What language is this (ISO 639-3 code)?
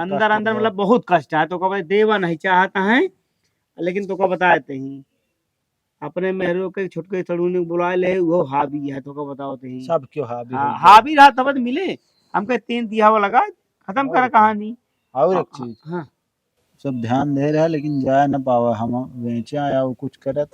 awa